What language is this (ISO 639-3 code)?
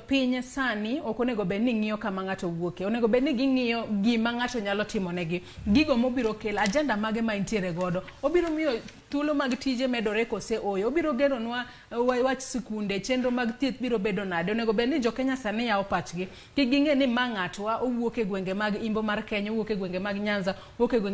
luo